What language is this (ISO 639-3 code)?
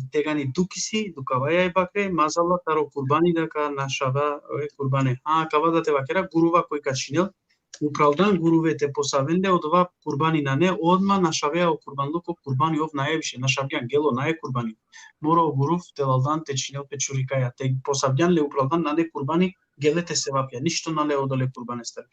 rmn